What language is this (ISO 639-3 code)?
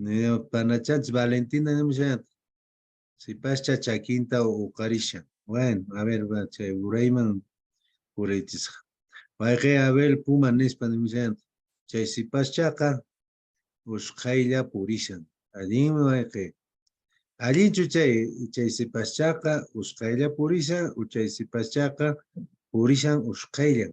que